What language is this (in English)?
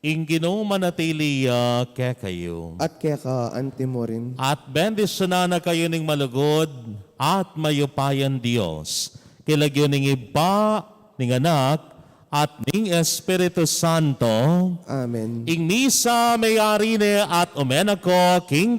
Pampanga